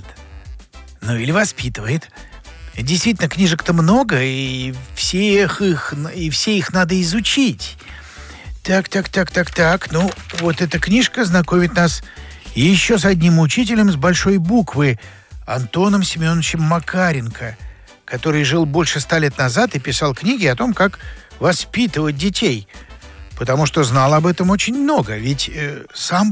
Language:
Russian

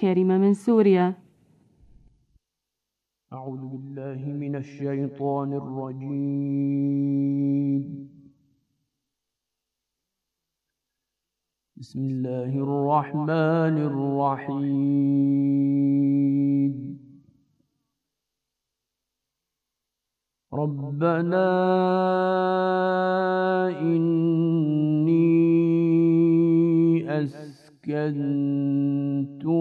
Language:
Bosnian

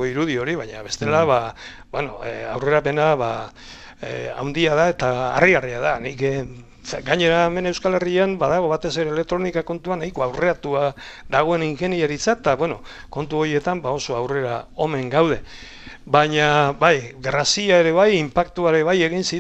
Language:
Basque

